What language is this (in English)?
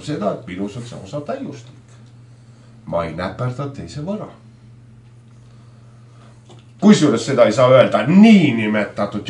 Estonian